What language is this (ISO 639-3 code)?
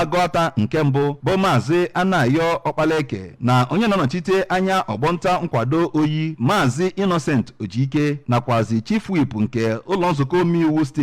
ibo